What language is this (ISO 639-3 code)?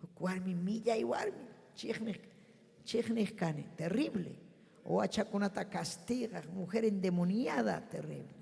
quy